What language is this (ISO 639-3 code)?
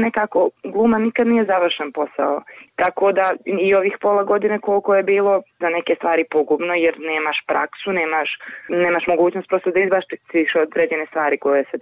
srp